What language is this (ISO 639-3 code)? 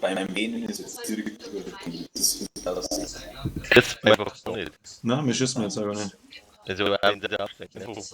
bar